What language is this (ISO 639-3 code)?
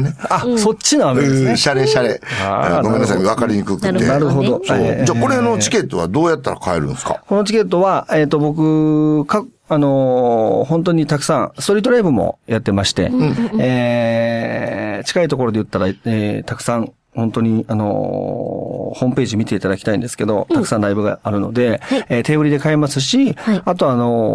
jpn